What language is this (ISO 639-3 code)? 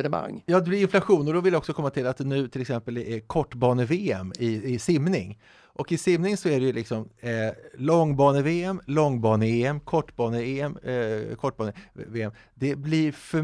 swe